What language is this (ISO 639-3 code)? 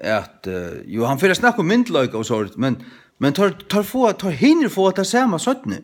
fao